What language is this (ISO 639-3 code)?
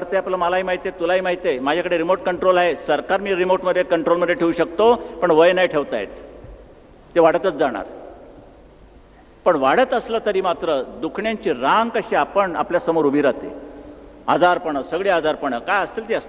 mar